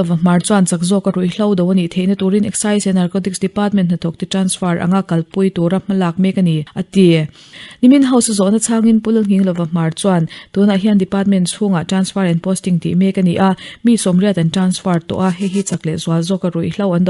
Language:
Mizo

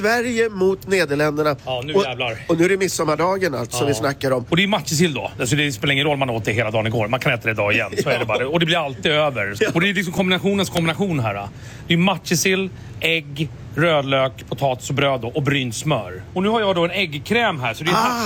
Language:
Swedish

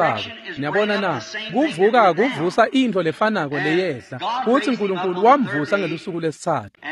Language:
Swati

